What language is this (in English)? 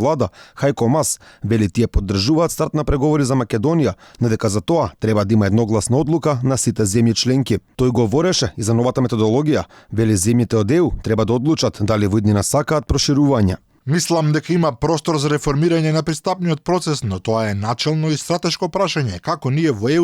Macedonian